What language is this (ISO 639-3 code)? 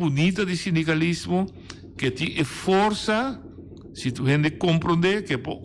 pap